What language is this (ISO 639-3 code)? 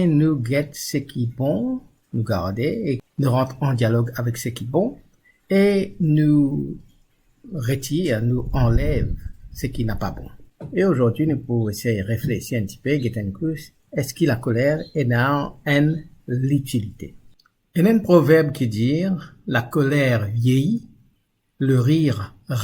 mfe